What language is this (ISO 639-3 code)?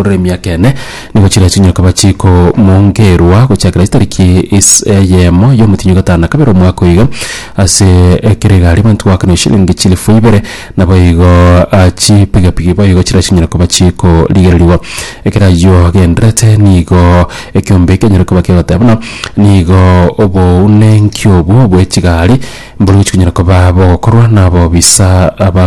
guz